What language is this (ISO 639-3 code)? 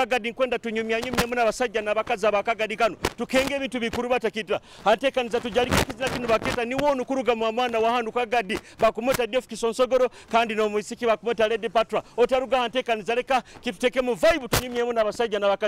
nyo